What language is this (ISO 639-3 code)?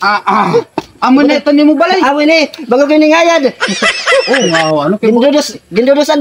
war